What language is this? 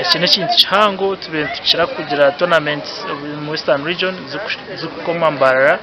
Nyankole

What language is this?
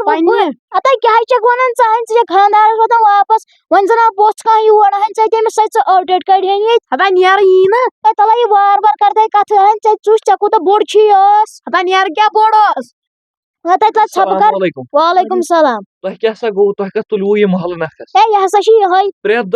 Kashmiri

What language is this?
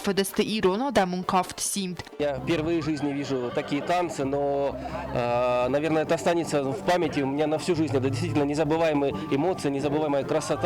Ossetic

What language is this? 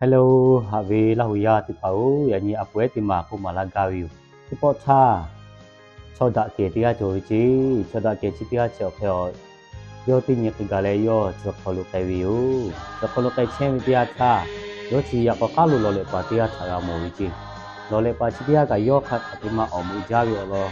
Lahu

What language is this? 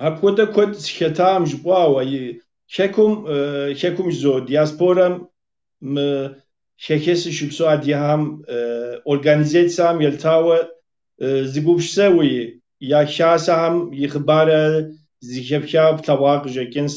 Kabardian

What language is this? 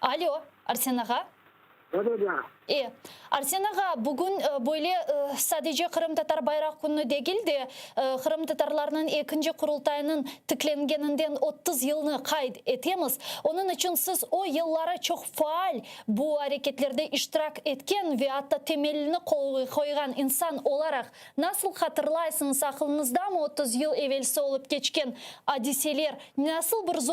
Crimean Tatar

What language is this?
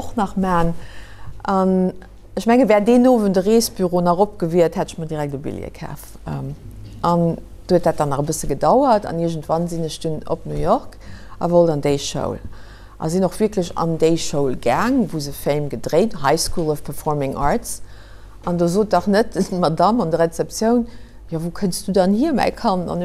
Luxembourgish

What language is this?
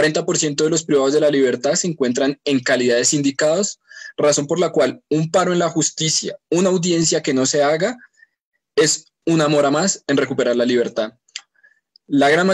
Spanish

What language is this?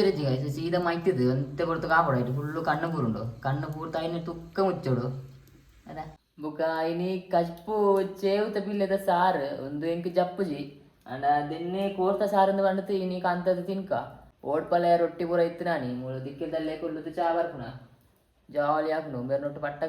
Tulu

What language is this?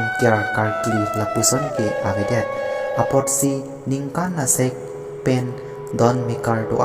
Karbi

